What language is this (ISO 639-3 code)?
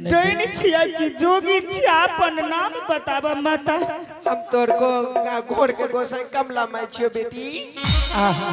anp